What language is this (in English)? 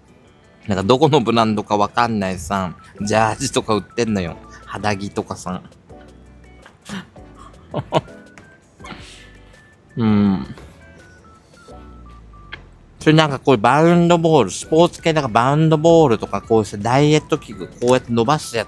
Japanese